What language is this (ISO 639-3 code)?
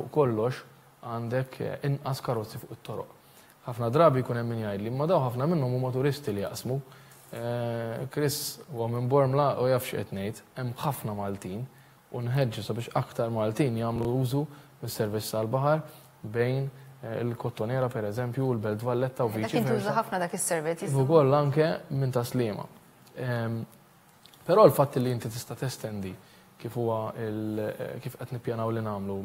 mlt